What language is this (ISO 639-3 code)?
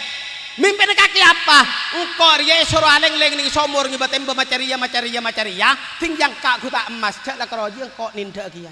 mad